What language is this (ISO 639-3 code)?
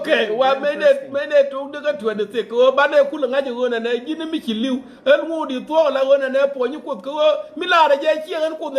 nus